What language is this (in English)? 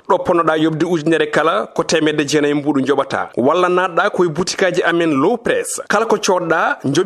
Fula